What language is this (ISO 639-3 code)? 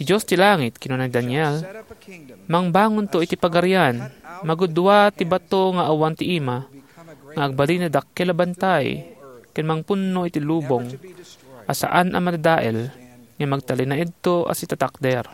ilo